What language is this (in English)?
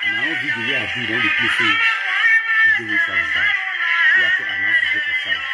Nigerian Pidgin